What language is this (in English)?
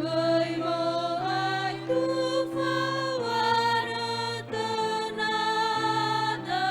Nias